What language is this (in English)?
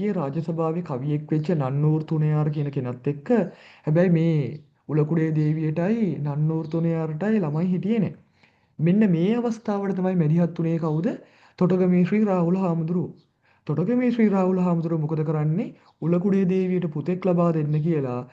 Sinhala